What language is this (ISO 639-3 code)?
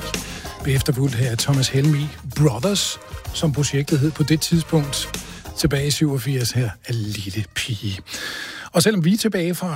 dan